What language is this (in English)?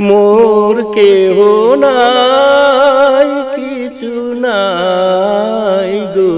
Sylheti